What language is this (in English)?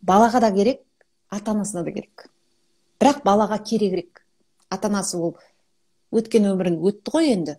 Kazakh